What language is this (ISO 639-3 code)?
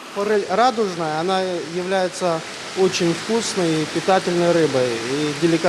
crh